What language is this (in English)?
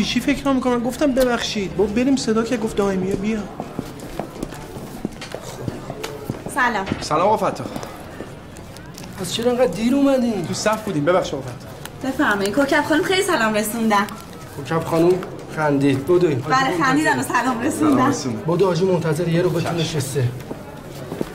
Persian